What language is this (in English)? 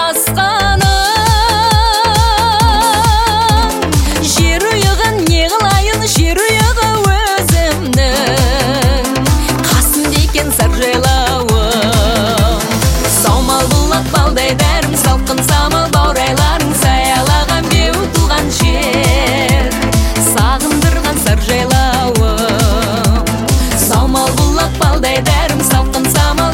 Kazakh